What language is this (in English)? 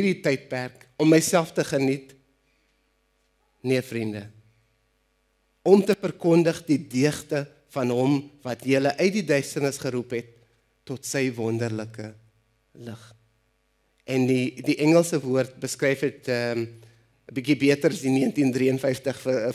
Afrikaans